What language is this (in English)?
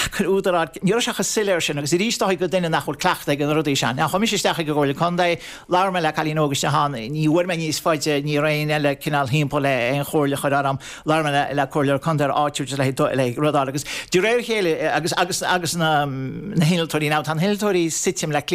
Irish